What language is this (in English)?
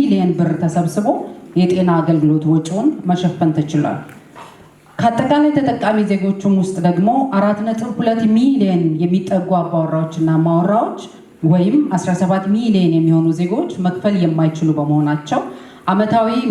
Amharic